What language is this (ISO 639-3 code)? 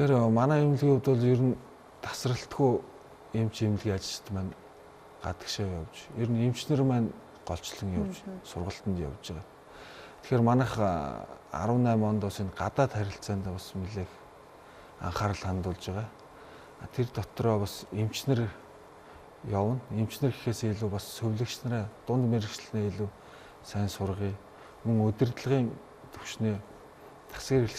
mon